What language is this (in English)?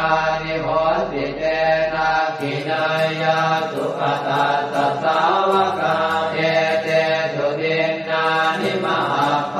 Pali